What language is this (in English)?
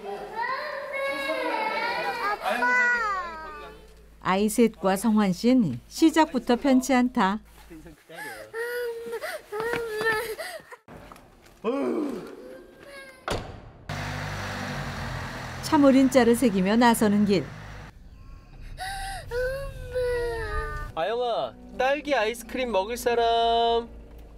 Korean